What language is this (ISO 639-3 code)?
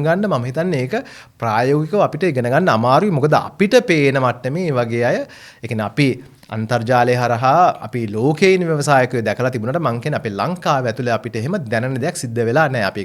sin